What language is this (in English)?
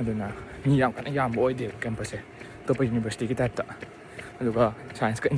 Manipuri